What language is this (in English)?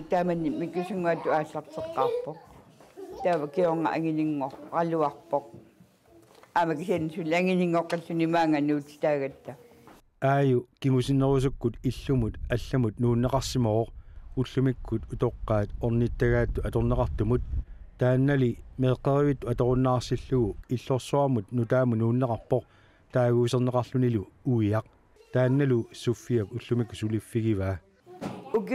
Kalaallisut